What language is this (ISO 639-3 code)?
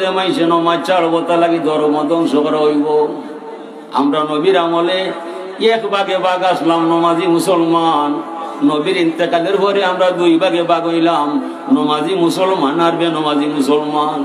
syl